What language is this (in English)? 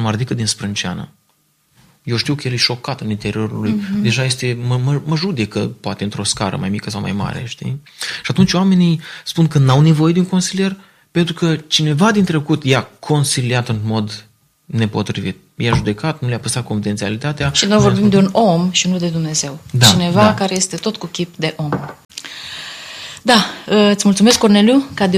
Romanian